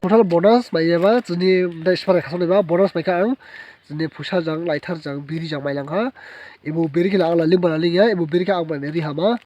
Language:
Dimasa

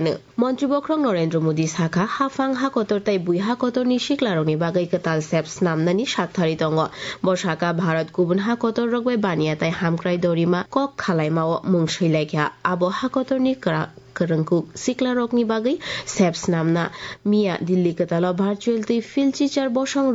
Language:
Kok Borok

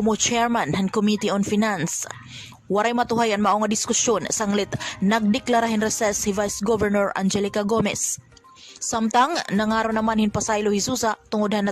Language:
Waray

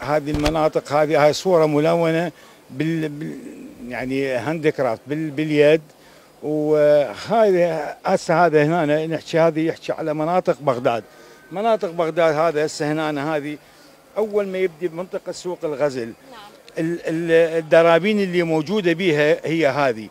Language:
Mesopotamian Arabic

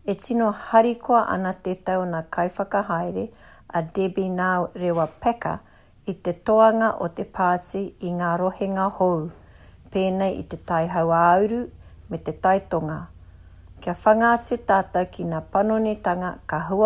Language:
Māori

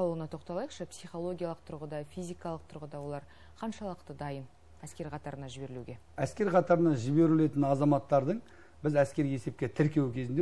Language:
Kazakh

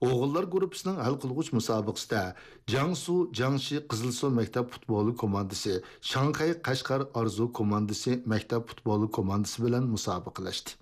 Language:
Uyghur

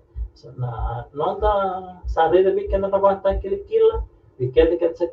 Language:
Fijian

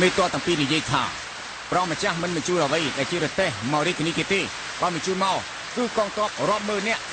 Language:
Khmer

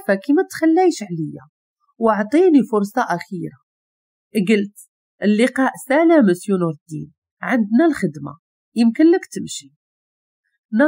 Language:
Moroccan Arabic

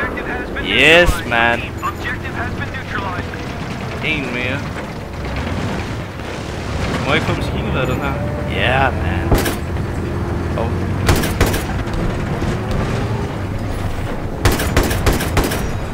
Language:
Danish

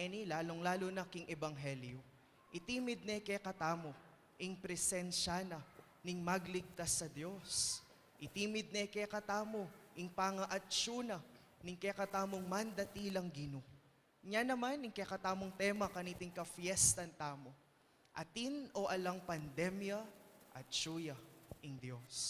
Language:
Pampanga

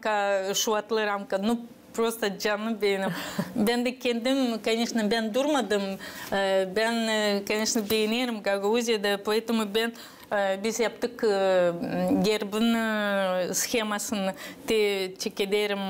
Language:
Gagauz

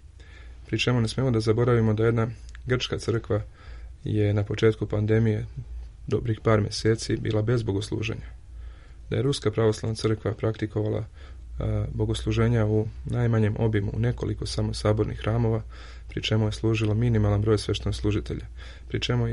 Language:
Serbian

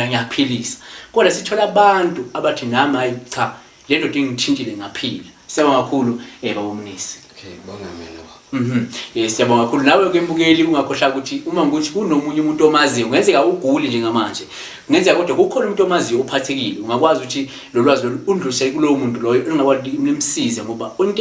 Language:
Zulu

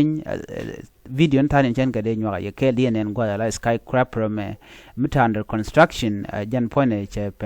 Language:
Nuer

